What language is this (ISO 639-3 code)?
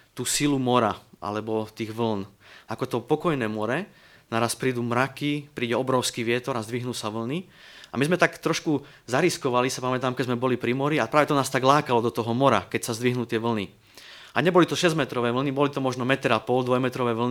slk